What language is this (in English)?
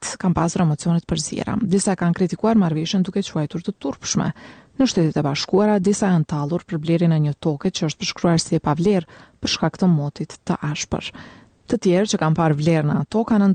Albanian